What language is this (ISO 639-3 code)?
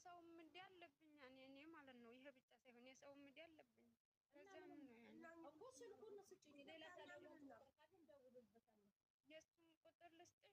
amh